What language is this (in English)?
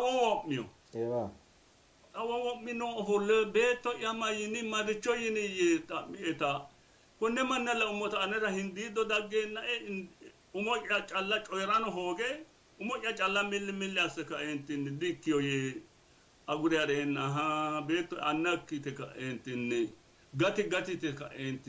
Sidamo